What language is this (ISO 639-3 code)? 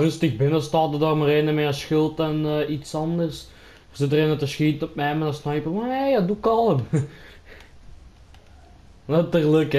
nld